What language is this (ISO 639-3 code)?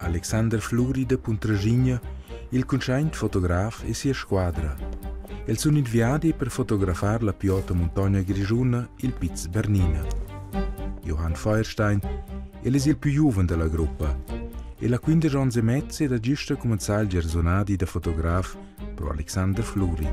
roh